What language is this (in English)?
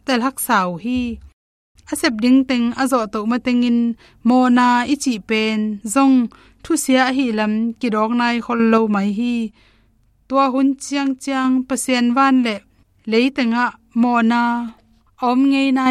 Tedim Chin